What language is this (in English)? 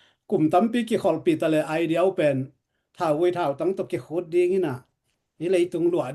Tedim Chin